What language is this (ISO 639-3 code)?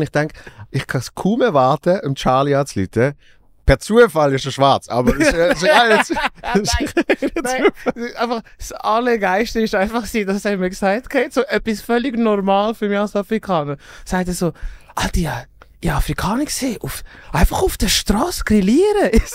gsw